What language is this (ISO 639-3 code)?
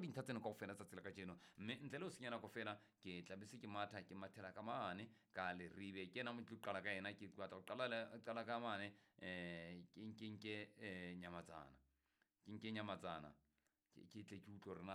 sot